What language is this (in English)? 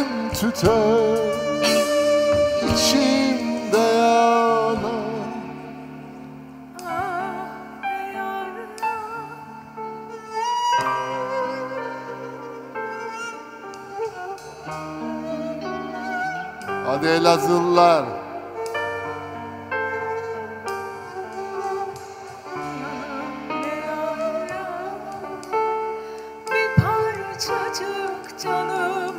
Turkish